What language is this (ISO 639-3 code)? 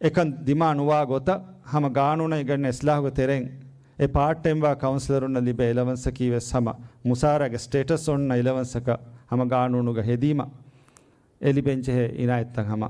div